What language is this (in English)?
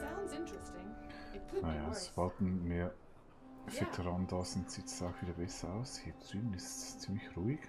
Swiss German